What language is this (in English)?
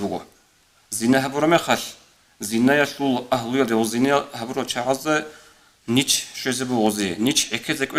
Avaric